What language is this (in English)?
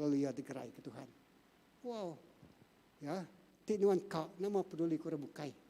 Iban